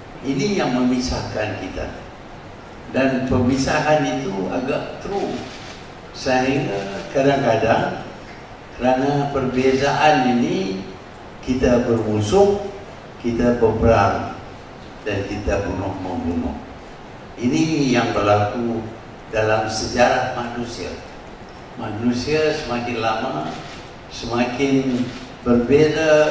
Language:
Malay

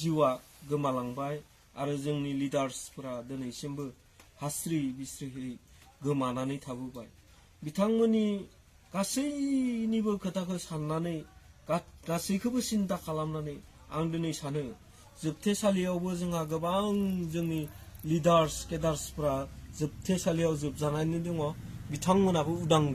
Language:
Bodo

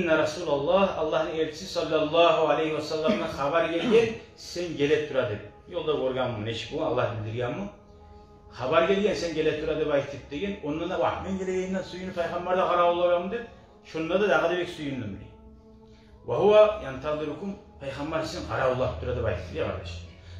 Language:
Kumyk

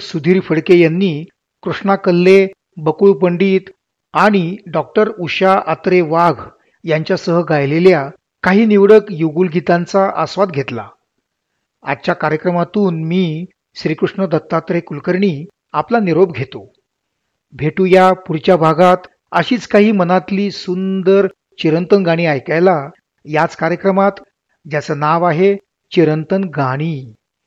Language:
Marathi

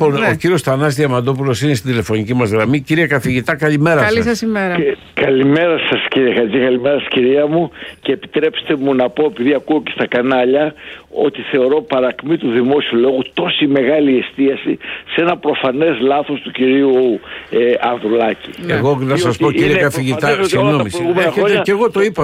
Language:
Greek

